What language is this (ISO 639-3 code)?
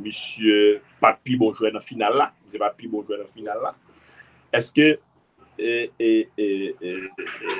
hat